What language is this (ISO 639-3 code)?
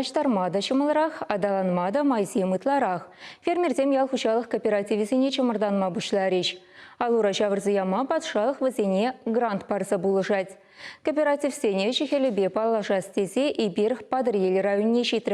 chv